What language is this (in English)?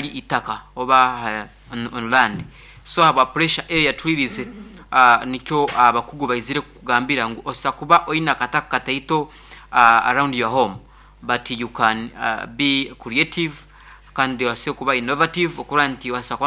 Nyankole